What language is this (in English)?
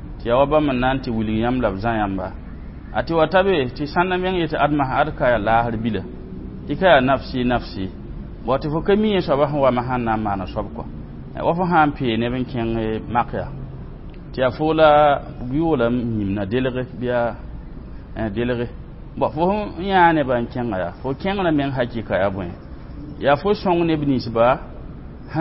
Mossi